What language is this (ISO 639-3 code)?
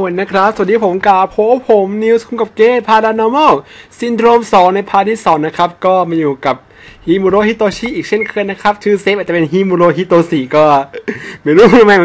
tha